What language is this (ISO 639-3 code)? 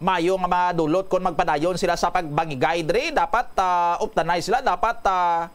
hil